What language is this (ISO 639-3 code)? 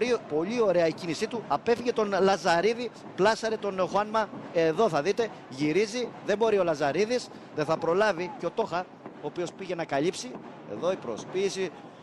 ell